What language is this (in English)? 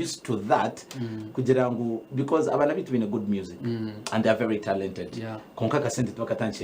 Nyankole